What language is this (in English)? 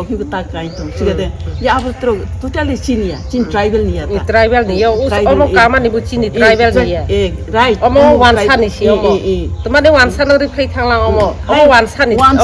Kok Borok